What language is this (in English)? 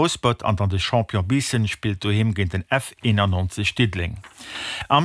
Luxembourgish